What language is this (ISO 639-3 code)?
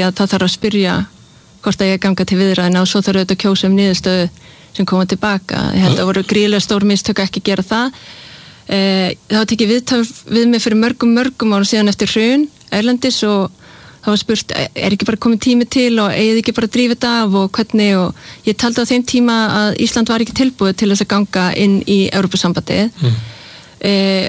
isl